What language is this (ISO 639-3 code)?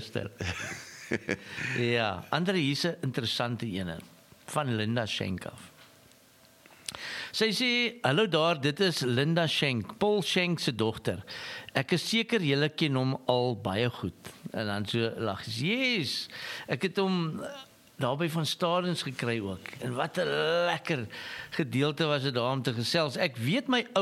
afr